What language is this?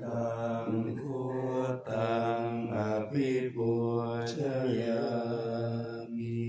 Pali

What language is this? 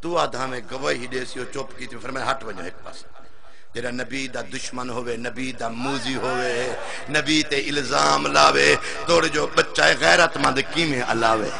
Saraiki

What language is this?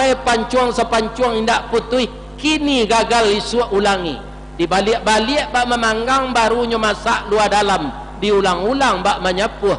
Minangkabau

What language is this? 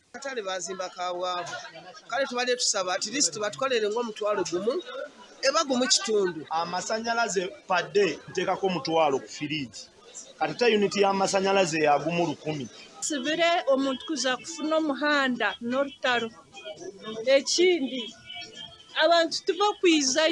Nyankole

